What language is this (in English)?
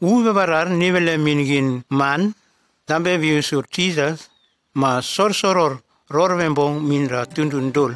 Nume